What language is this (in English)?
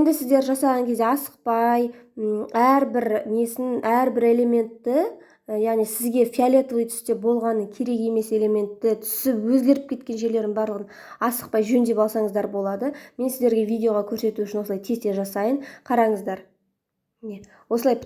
Kazakh